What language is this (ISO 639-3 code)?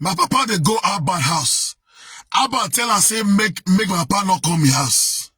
pcm